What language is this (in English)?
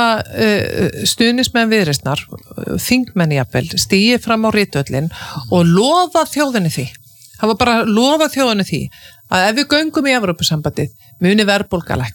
Icelandic